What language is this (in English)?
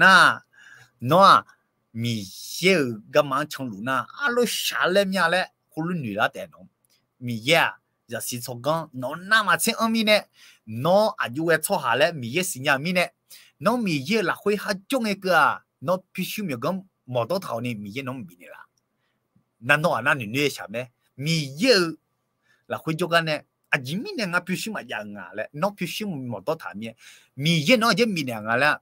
Akha